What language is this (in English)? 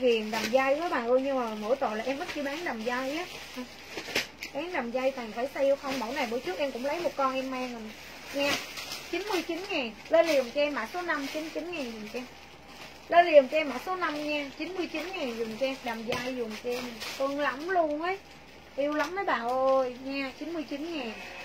Vietnamese